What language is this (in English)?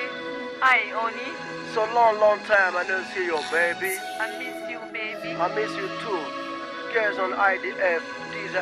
Pular